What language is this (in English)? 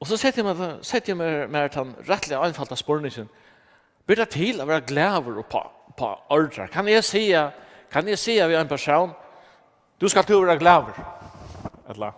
Faroese